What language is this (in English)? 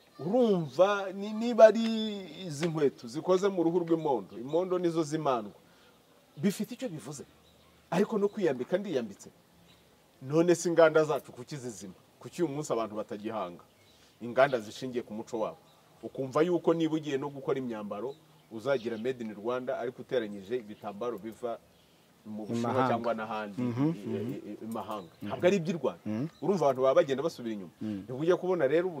Kinyarwanda